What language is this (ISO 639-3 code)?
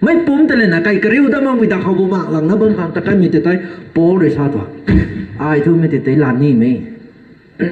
nbu